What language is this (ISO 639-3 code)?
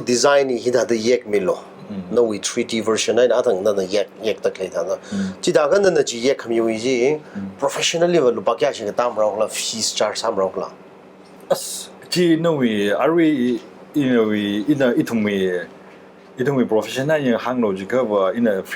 nmf